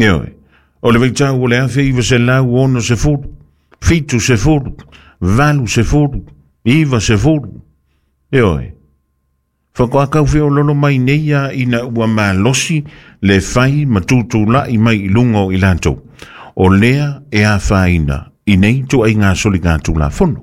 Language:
Samoan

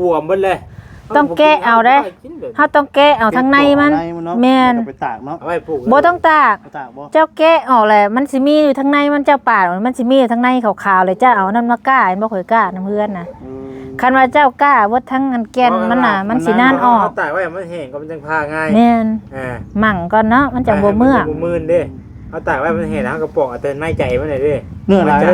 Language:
Northeastern Thai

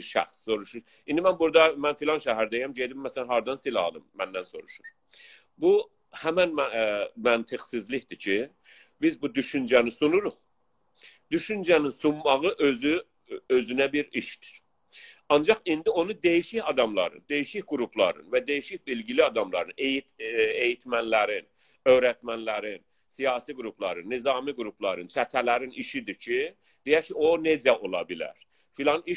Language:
South Azerbaijani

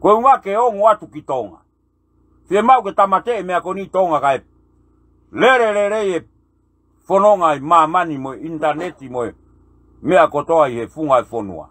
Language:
Tongan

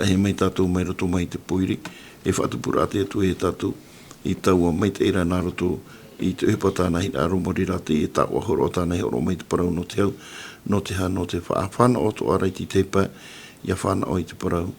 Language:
Tahitian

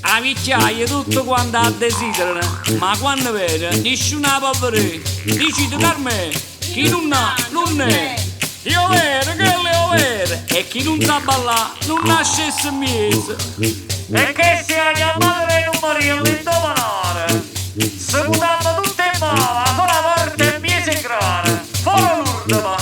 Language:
Neapolitan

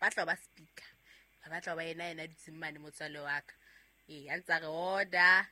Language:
Southern Sotho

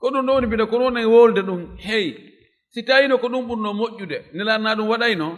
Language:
Fula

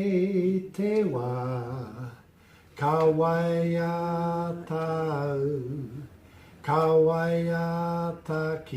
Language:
Māori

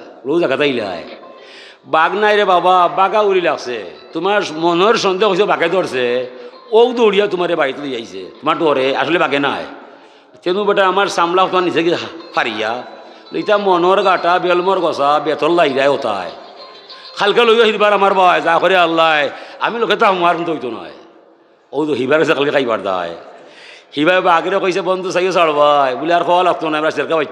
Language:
Sylheti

